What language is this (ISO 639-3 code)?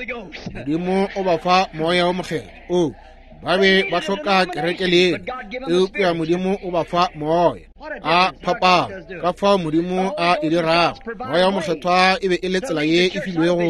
nso